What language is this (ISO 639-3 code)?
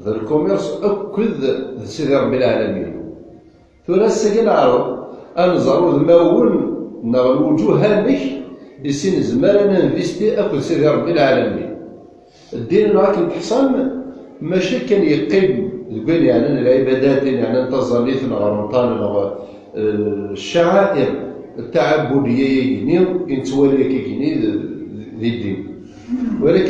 kab